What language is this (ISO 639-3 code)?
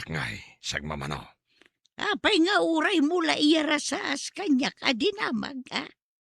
ilo